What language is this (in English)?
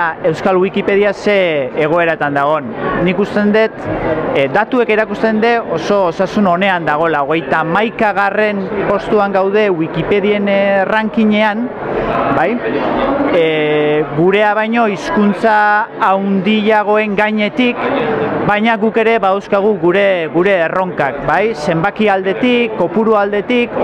Basque